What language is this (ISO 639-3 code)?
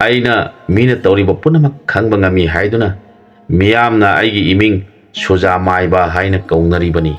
mni